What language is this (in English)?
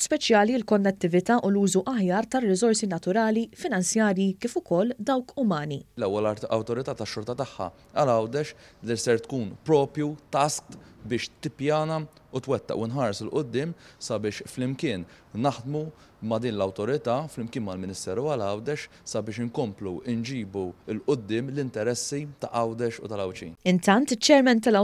Maltese